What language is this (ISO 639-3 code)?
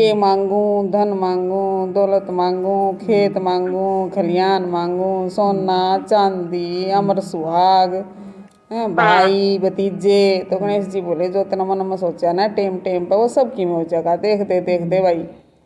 bgc